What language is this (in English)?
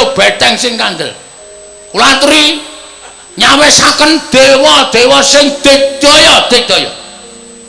Javanese